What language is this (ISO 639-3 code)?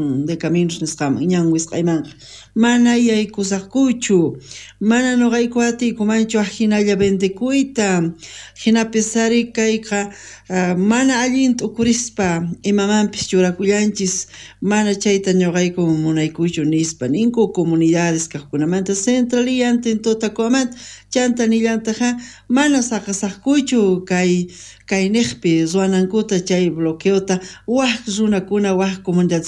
quh